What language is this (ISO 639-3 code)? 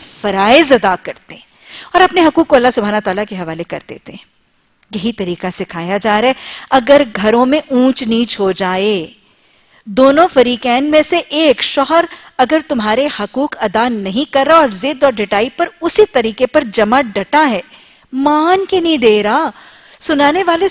urd